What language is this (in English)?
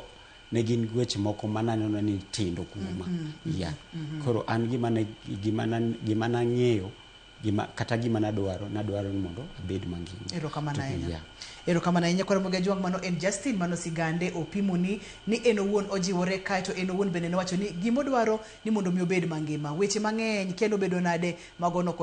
Luo (Kenya and Tanzania)